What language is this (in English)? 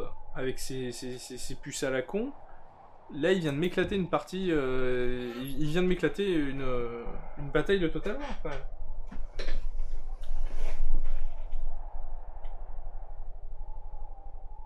French